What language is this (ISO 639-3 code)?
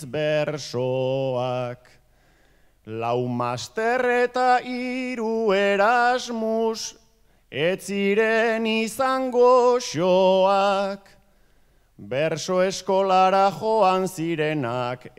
eus